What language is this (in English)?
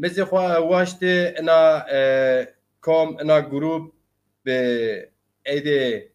Zaza